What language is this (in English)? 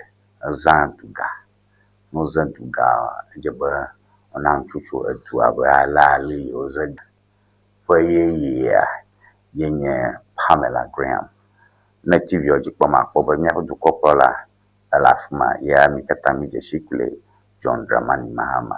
Ewe